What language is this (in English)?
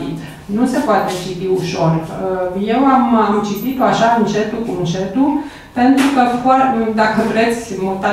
Romanian